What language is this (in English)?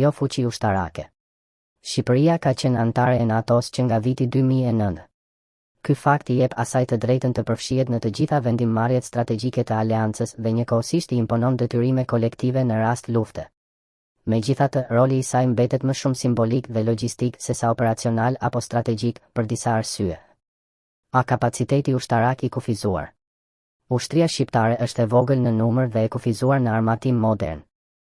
Albanian